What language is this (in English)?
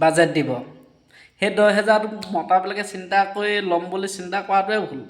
Assamese